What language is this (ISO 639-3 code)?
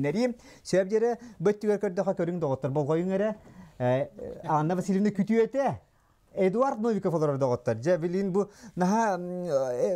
sah